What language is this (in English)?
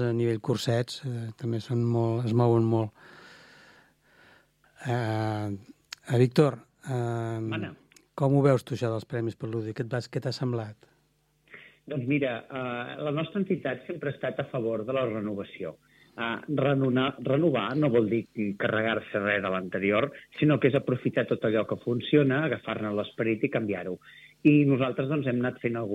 Catalan